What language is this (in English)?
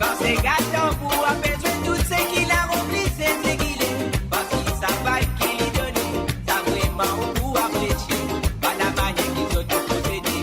Morisyen